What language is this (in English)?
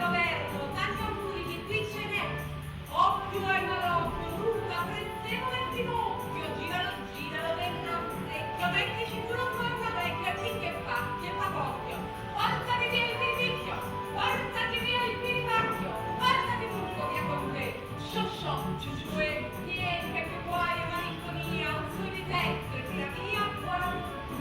Neapolitan